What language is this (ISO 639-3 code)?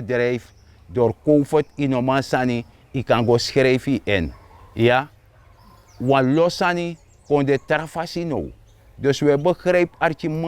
srn